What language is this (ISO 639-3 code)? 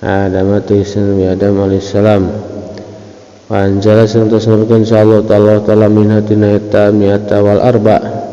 sun